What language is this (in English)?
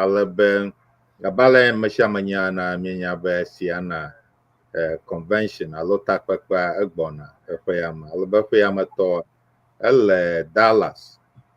Ewe